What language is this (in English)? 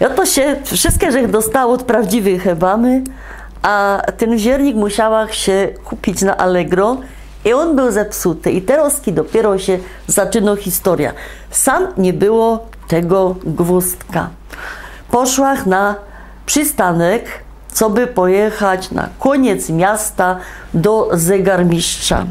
Silesian